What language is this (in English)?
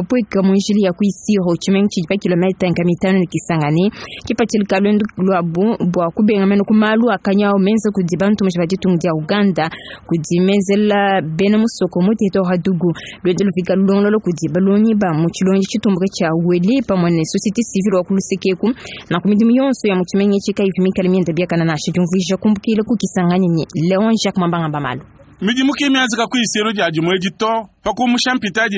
Luba-Lulua